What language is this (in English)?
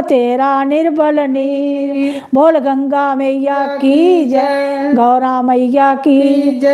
Dogri